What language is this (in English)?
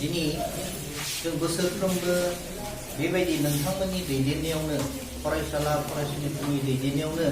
Bodo